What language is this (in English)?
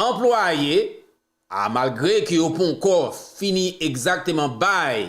Haitian Creole